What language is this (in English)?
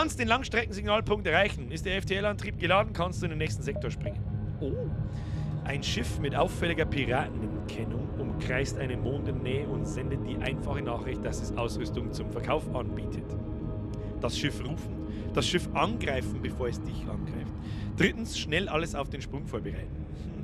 Bavarian